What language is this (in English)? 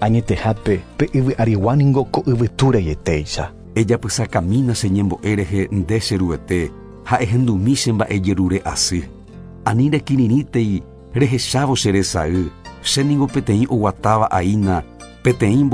Guarani